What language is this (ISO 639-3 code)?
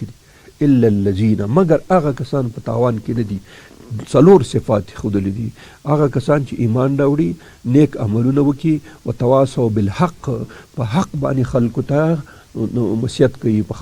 pus